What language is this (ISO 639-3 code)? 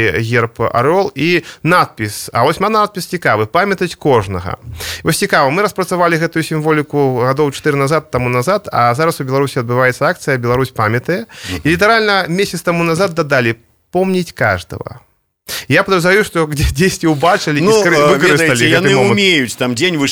bel